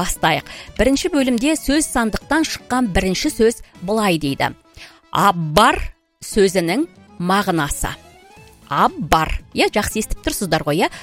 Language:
Kazakh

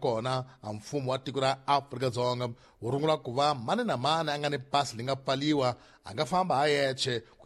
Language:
Tsonga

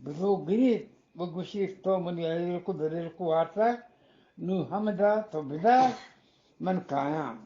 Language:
Eastern Balochi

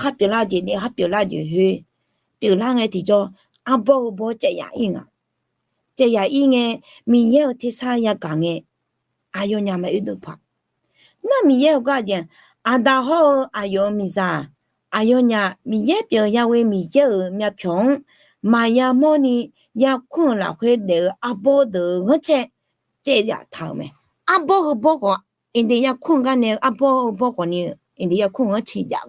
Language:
Akha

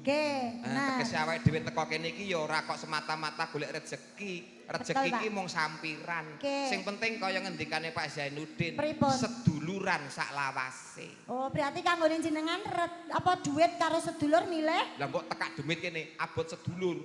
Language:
Javanese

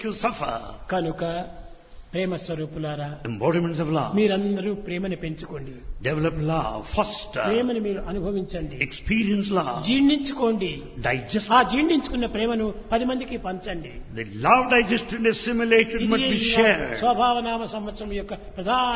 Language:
Telugu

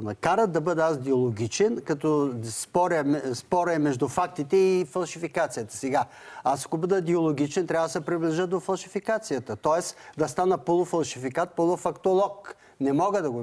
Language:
Bulgarian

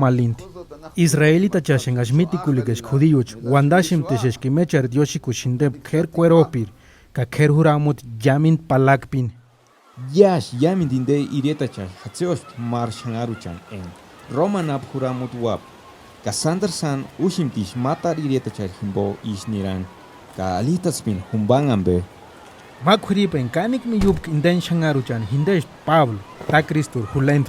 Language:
Purepecha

